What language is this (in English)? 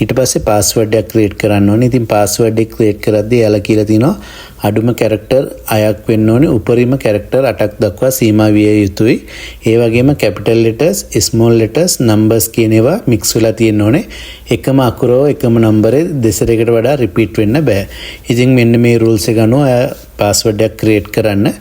Sinhala